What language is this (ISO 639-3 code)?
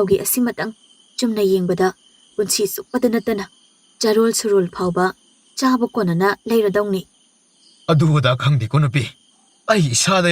mni